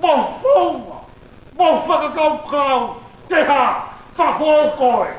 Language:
Tongan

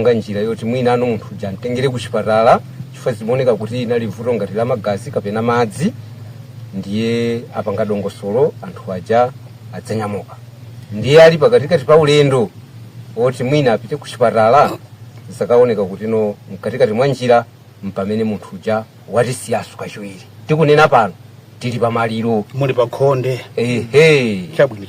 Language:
Nyanja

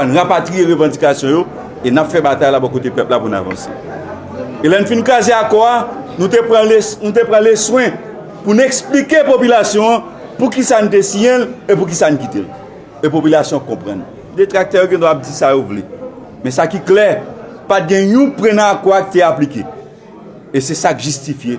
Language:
Haitian Creole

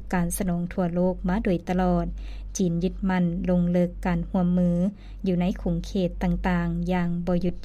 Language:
Lao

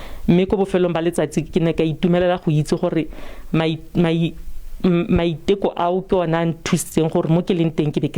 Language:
Tswana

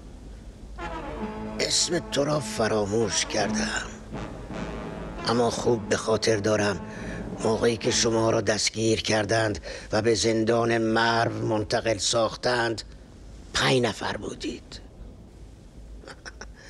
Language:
Persian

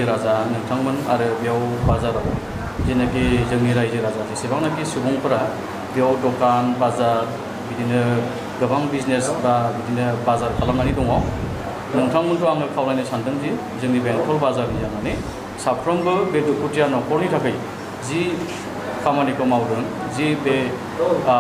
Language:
Bodo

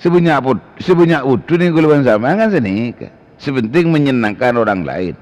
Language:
Madurese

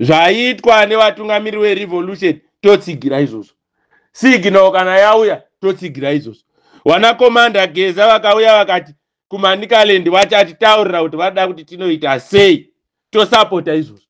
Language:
Shona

